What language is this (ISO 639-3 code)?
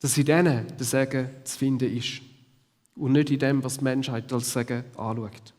gsw